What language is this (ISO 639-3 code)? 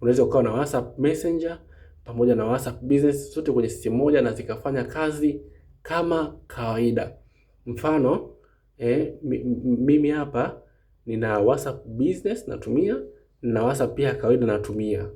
swa